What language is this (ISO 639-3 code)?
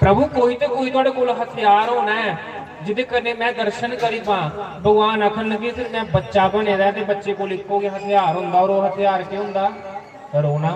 doi